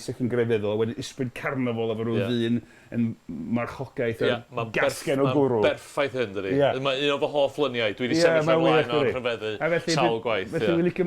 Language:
Welsh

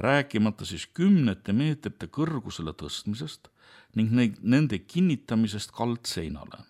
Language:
Estonian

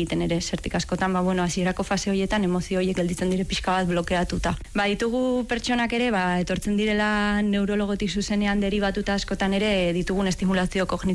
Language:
Basque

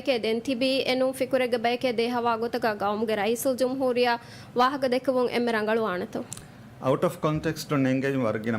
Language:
Divehi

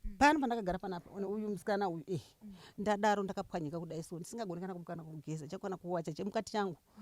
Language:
Shona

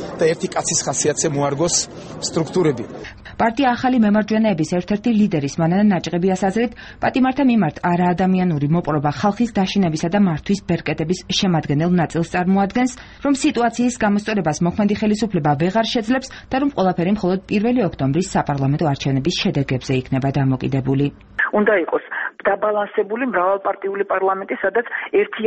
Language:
Georgian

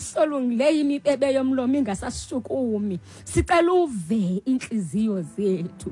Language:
Xhosa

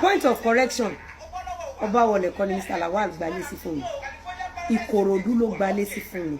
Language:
Yoruba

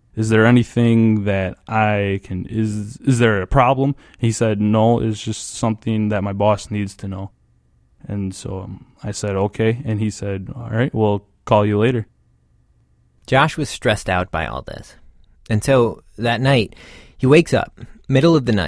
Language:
English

